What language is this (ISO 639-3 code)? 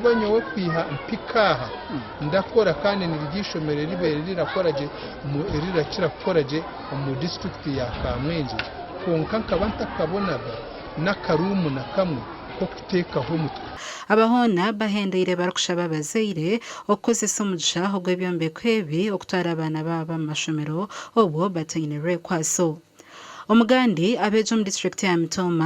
nyn